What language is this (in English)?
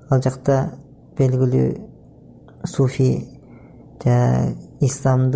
Kyrgyz